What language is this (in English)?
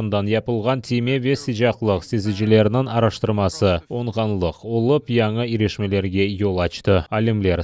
Crimean Tatar